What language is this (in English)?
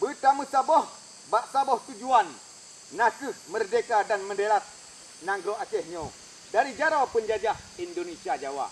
Achinese